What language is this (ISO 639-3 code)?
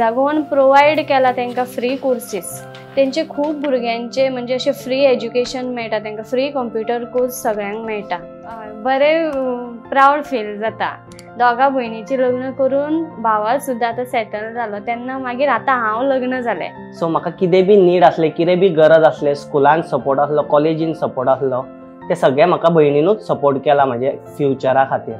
kok